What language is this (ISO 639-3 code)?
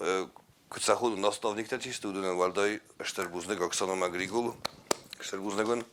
oss